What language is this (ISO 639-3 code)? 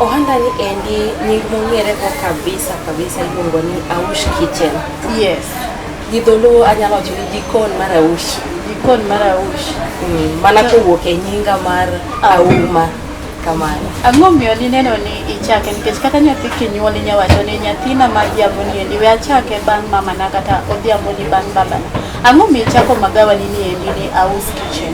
luo